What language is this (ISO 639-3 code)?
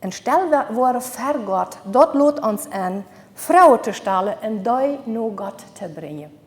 pdt